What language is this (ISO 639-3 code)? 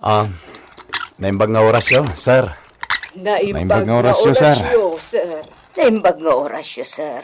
ilo